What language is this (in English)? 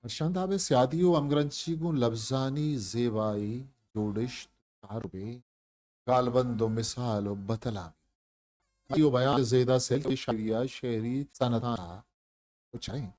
Eastern Balochi